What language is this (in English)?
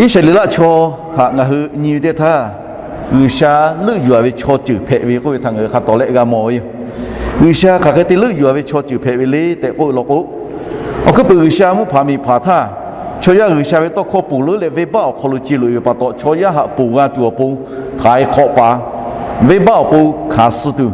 Lahu